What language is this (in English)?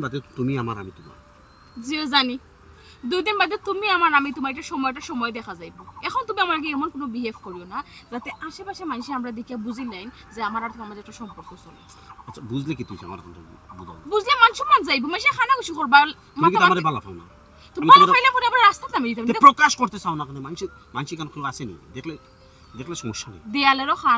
Sylheti